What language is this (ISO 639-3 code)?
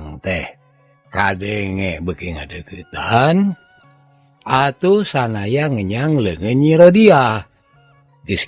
sun